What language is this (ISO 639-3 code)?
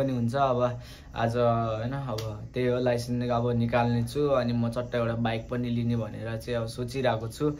nep